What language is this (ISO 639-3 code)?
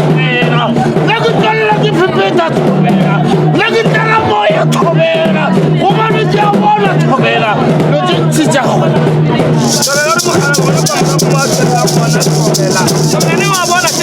nso